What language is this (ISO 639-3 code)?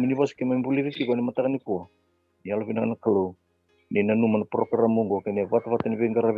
fij